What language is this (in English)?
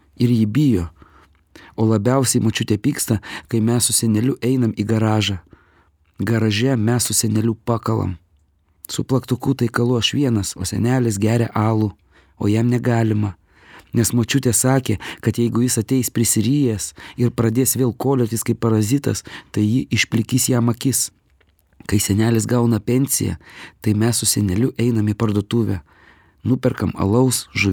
Lithuanian